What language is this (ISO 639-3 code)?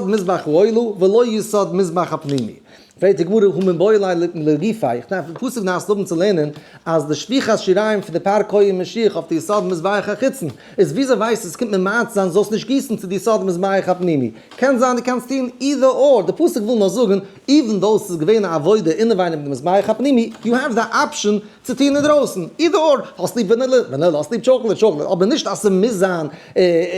yid